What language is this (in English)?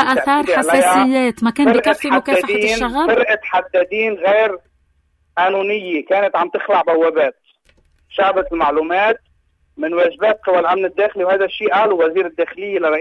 North Levantine Arabic